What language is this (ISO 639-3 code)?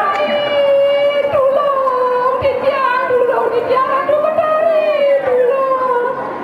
ban